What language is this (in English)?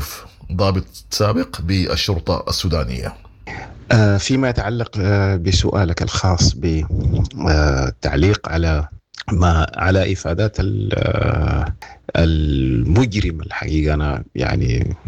Sudanese Arabic